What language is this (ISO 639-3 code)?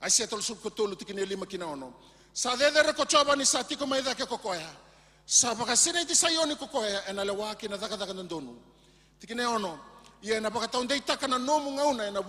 fij